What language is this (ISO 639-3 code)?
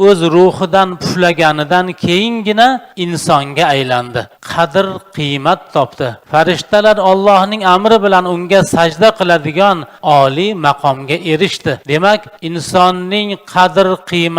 uzb